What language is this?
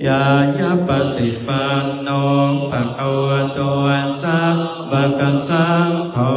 Pali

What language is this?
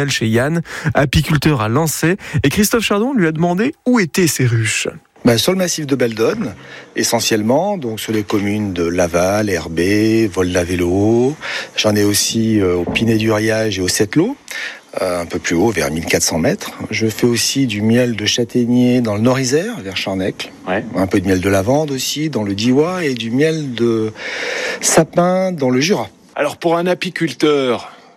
French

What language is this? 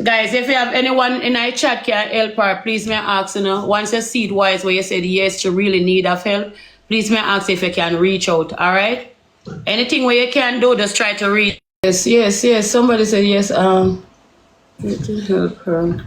Jamaican Creole English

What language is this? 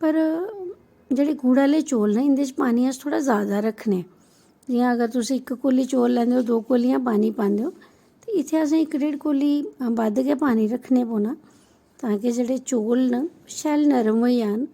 Dogri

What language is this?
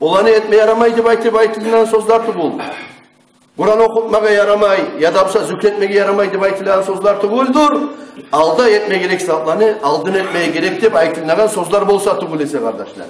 Kumyk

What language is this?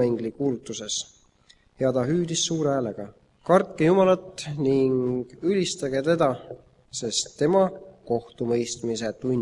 Estonian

